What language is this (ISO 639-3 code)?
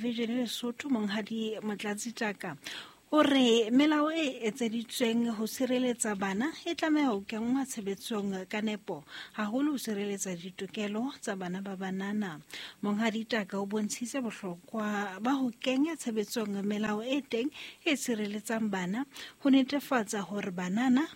sot